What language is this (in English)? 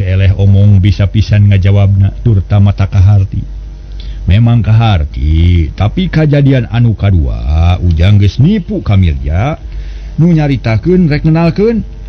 Sundanese